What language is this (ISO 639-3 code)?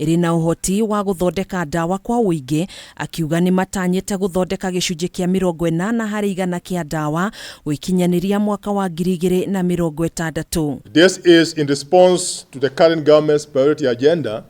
kik